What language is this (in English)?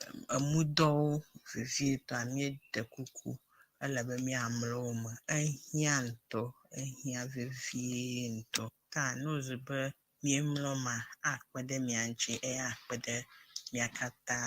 Ewe